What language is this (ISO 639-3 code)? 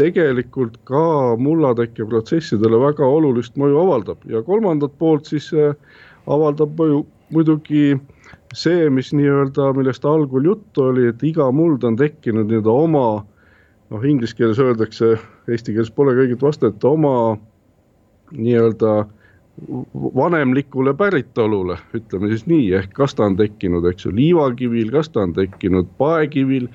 est